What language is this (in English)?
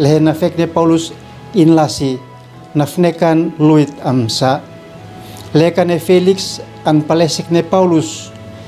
Uab Meto